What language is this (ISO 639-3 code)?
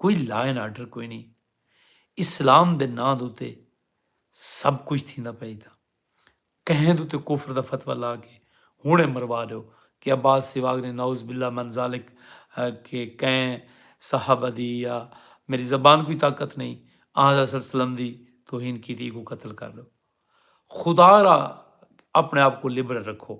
skr